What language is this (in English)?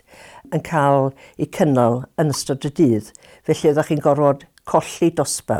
Welsh